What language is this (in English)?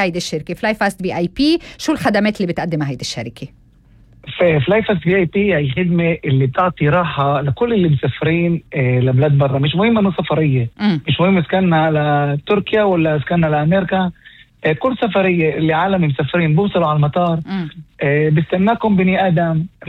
North Levantine Arabic